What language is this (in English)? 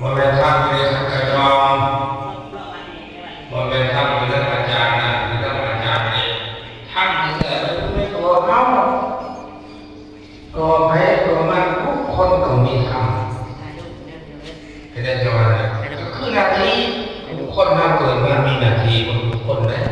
Lao